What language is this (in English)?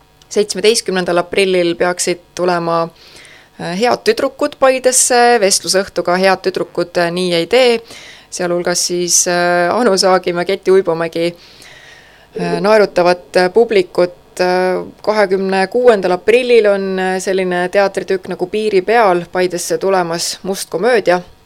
Estonian